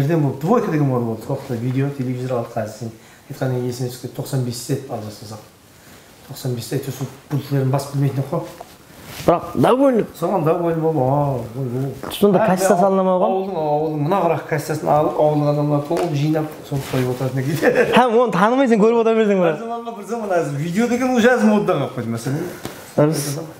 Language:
Kara-Kalpak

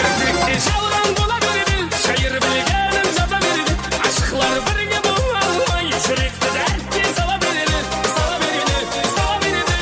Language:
Kara-Kalpak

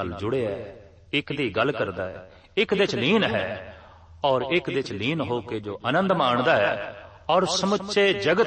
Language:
Punjabi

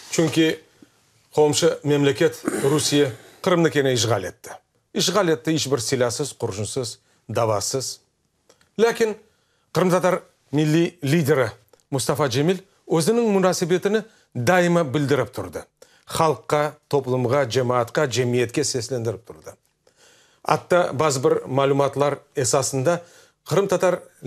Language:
Crimean Tatar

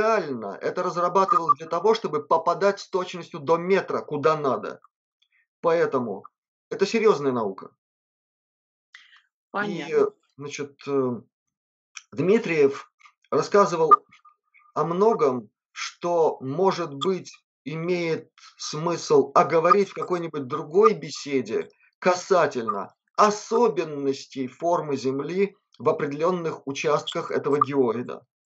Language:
Russian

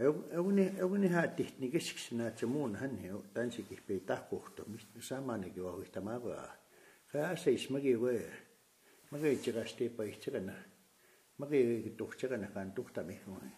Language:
Plains Cree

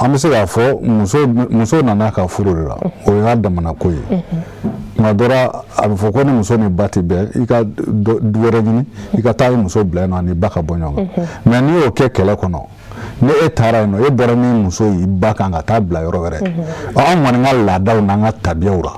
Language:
Bambara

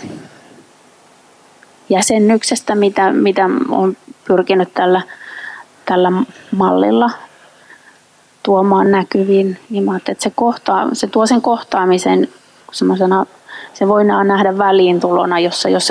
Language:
Finnish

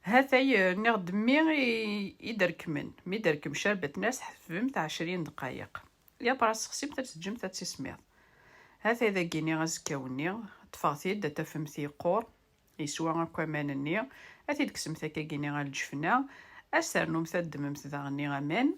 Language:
Kabyle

